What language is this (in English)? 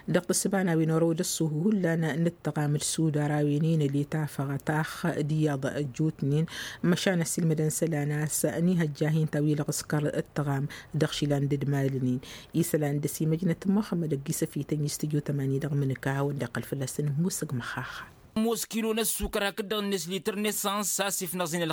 Tamasheq